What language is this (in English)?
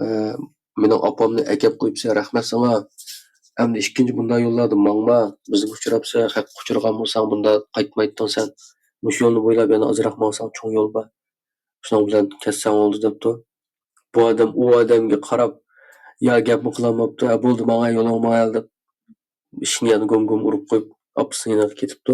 Uyghur